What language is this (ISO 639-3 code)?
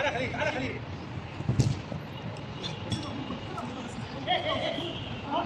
arz